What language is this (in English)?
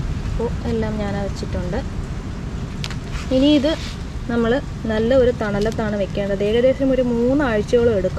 Malayalam